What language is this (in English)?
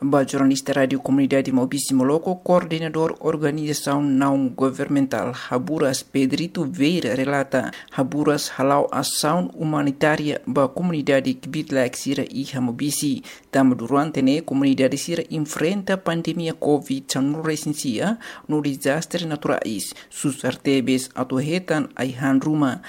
Tetum